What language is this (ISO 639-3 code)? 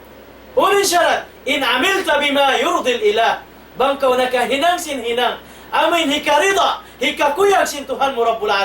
tsg